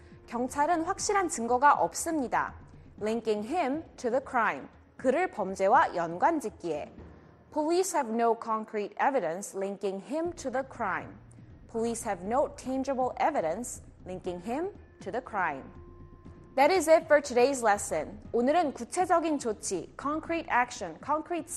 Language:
Korean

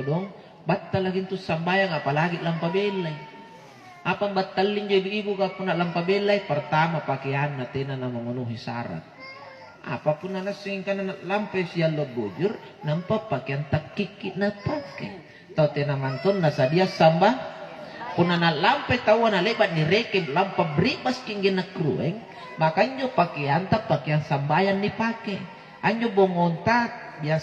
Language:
Makasar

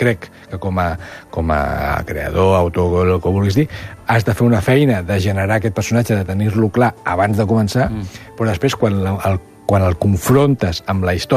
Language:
Catalan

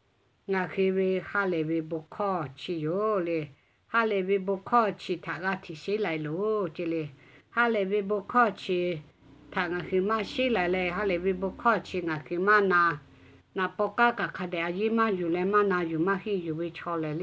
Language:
Lahu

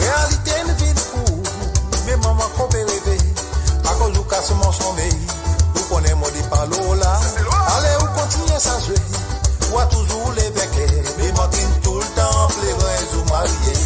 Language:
Morisyen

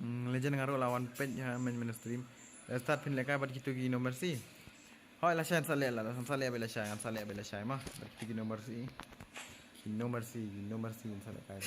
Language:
Khasi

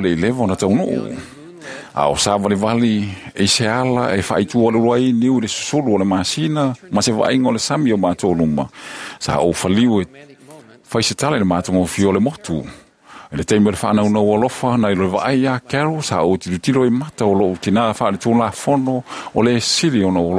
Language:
Samoan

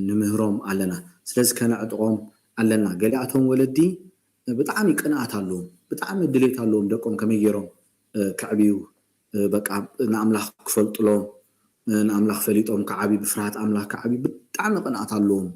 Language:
Tigrinya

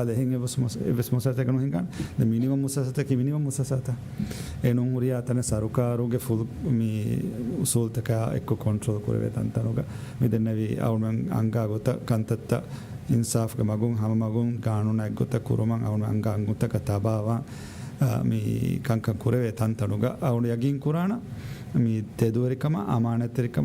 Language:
Divehi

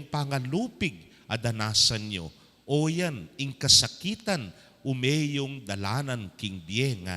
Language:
Pampanga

